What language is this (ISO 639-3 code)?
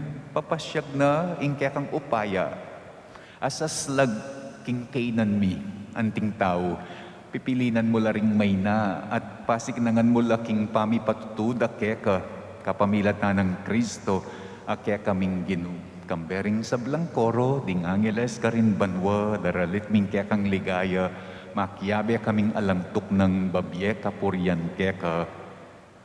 pam